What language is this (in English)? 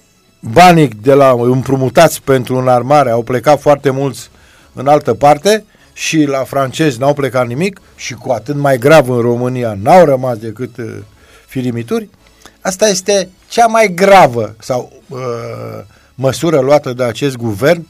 Romanian